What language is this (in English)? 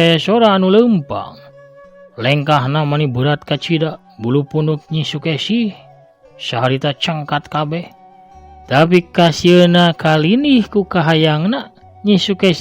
Sundanese